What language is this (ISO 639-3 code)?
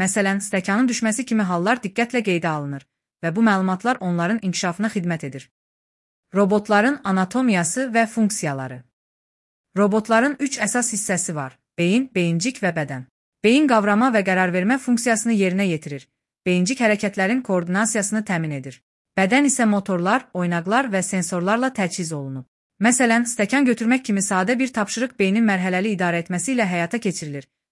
aze